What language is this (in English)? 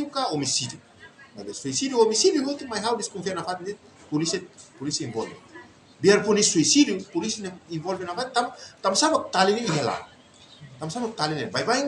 Tetum